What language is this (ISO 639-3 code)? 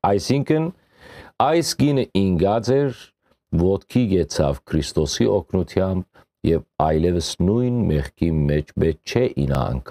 hyw